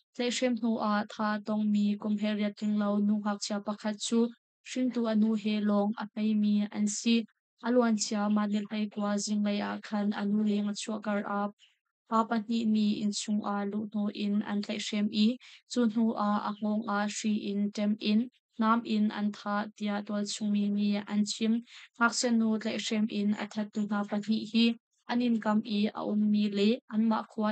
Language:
Hakha Chin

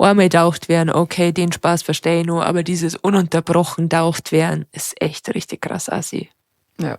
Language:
Bavarian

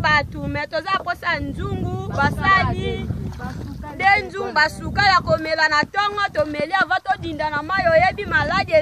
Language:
Lingala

